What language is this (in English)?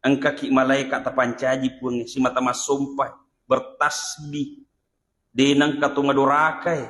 Buginese